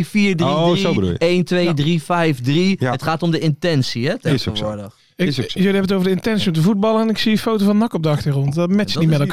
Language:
Dutch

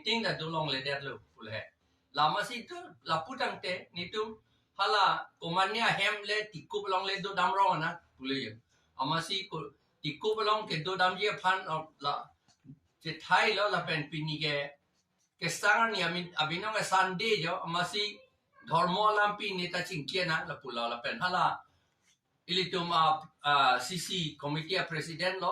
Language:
Karbi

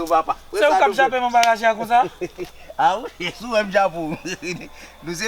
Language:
Haitian Creole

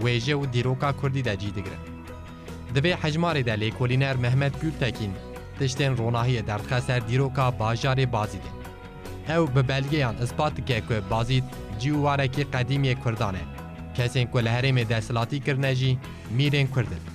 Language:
Kurdish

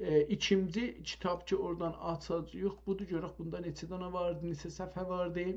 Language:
South Azerbaijani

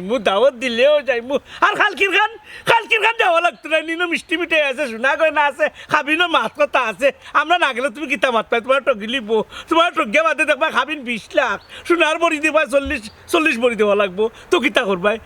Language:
Sylheti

